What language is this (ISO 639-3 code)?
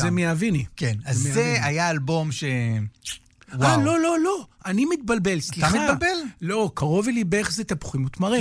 heb